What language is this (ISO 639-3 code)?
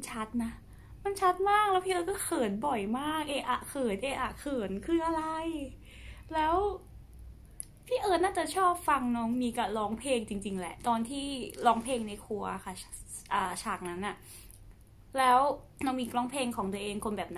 tha